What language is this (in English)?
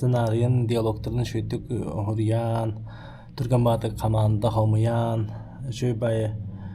Yakut